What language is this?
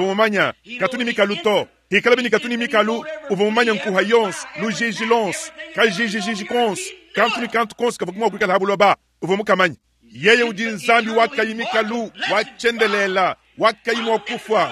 Luba-Lulua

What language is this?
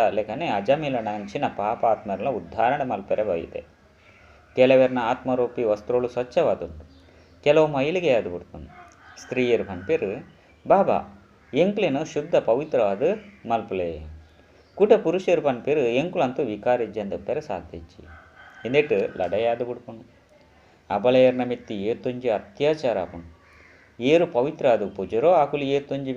Tulu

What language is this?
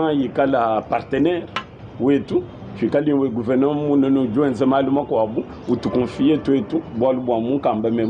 Luba-Lulua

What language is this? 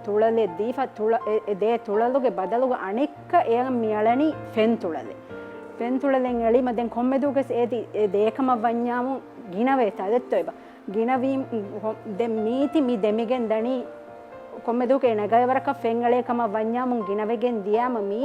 Divehi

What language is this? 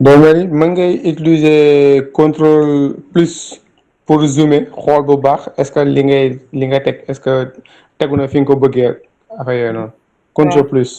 Wolof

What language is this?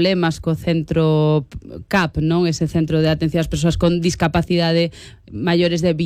Galician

